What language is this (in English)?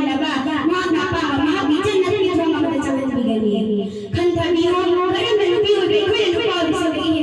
Manipuri